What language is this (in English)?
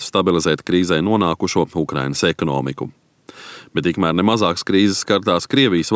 Latvian